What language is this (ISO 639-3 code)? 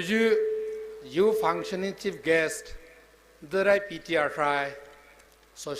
pmx